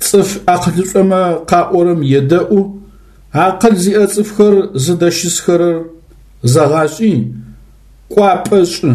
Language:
Adyghe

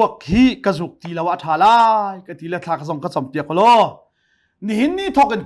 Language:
Hakha Chin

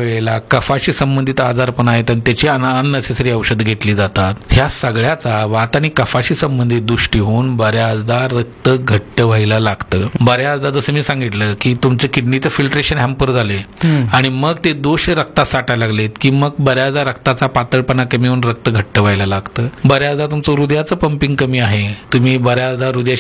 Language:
Marathi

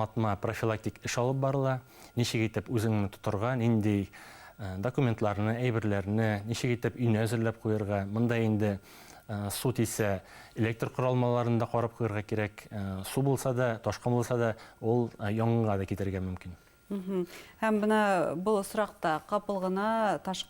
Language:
Bashkir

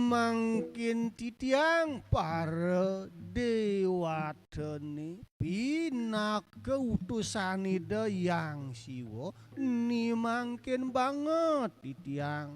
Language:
Balinese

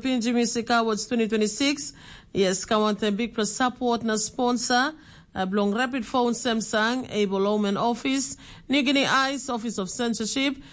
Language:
Tok Pisin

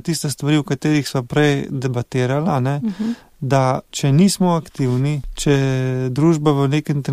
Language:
Slovenian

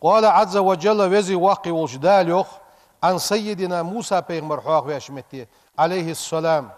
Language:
Ingush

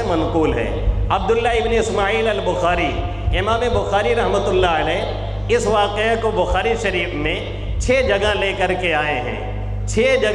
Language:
Urdu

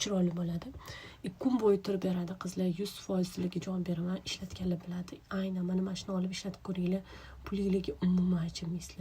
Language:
Uzbek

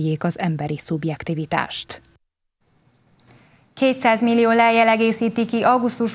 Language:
Hungarian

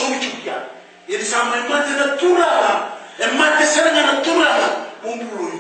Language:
Fijian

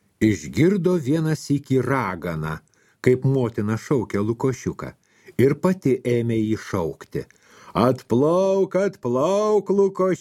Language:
Lithuanian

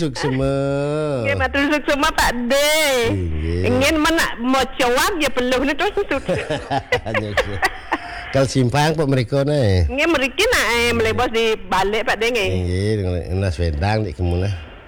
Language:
Balinese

